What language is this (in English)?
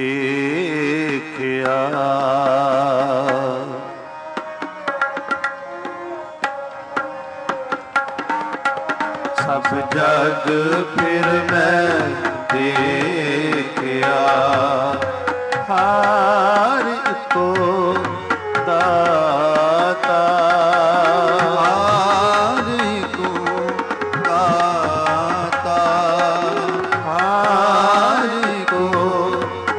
Punjabi